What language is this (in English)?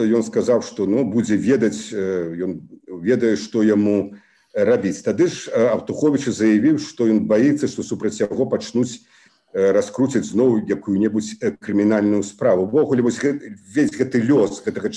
Belarusian